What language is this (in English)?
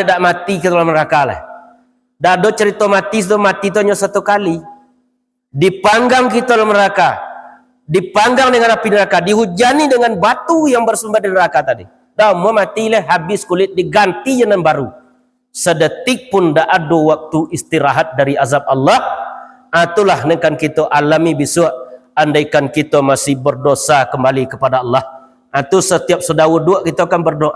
Minangkabau